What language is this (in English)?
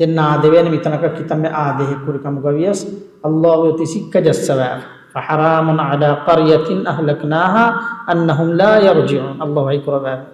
Divehi